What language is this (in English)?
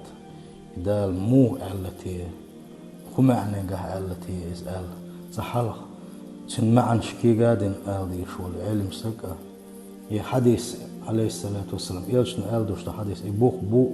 Chechen